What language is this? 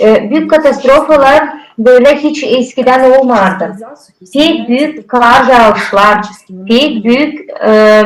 Gagauz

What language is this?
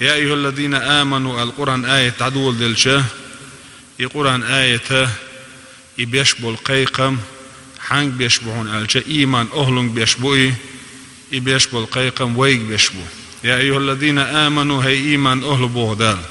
Chechen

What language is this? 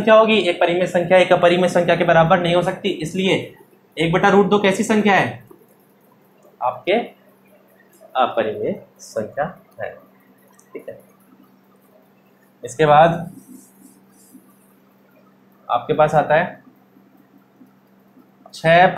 Hindi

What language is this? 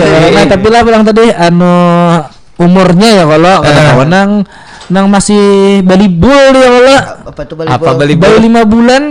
Banjar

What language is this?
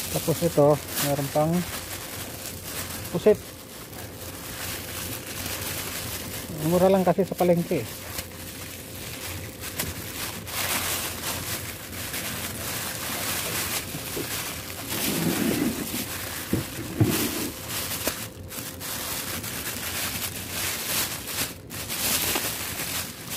Filipino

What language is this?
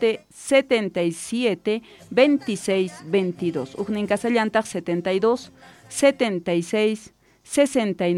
South Bolivian Quechua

